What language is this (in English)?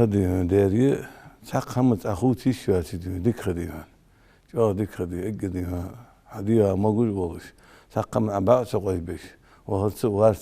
Ingush